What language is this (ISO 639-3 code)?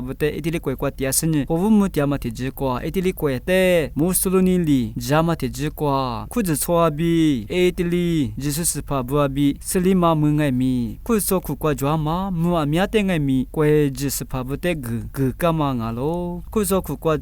lis